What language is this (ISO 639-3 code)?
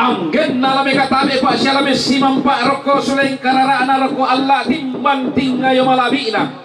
sda